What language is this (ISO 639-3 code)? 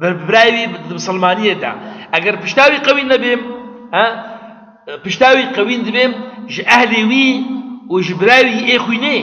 kur